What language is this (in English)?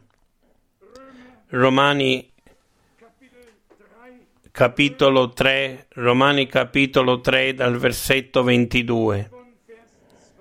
Italian